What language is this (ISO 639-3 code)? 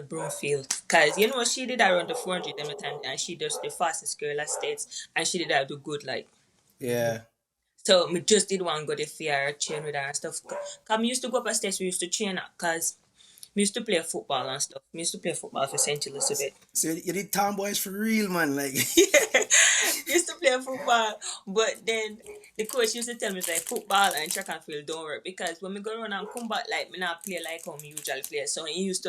jam